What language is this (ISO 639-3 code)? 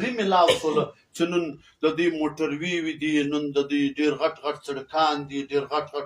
pus